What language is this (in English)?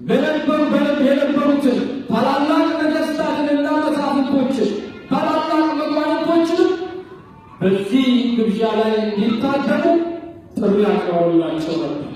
Amharic